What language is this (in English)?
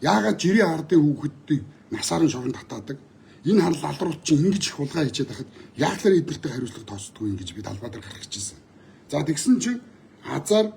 Mongolian